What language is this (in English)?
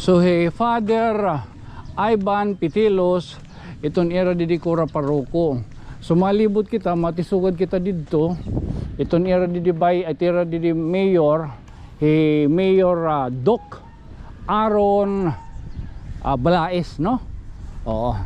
Waray